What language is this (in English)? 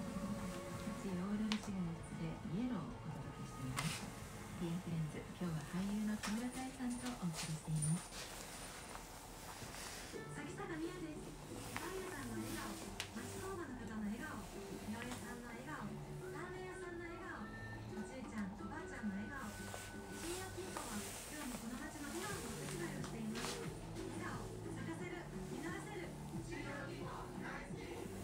Japanese